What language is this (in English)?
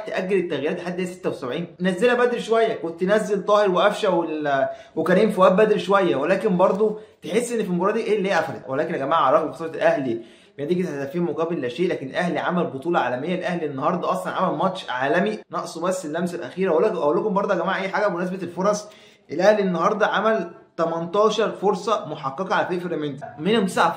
Egyptian Arabic